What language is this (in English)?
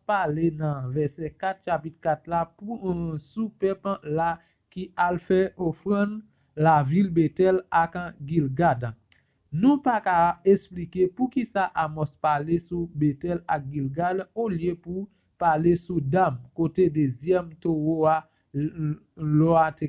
Haitian Creole